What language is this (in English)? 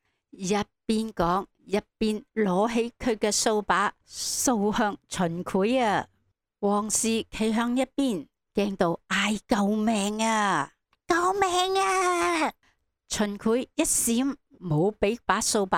Cantonese